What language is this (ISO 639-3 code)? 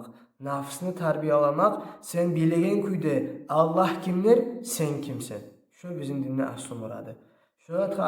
kum